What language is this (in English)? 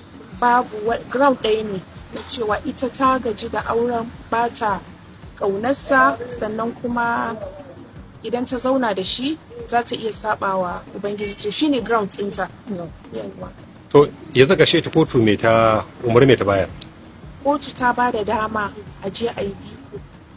Hausa